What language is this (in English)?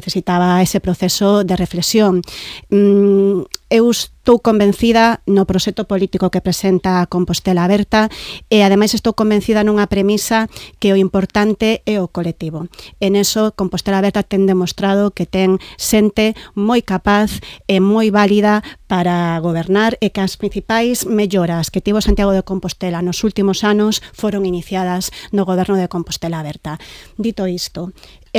Galician